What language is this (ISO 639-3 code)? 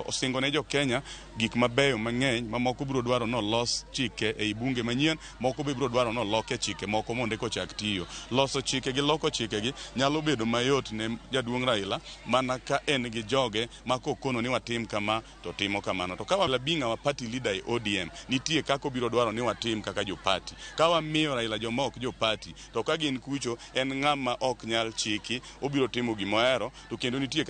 luo